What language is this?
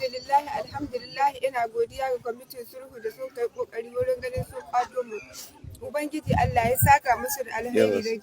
Hausa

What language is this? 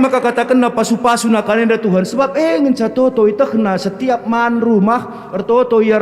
Batak Karo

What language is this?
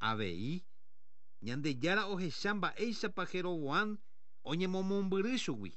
Guarani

